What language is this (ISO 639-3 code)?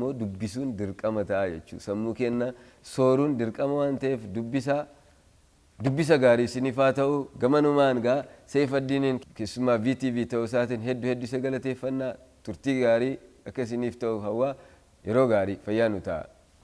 orm